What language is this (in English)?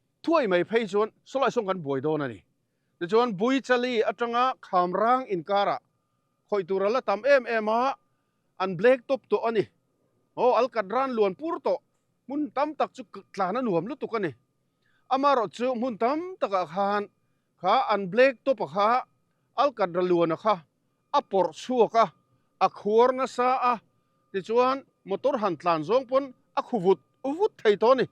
Mizo